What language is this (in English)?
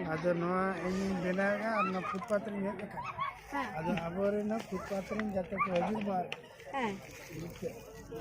Santali